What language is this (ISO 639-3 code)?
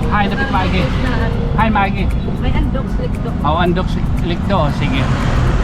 war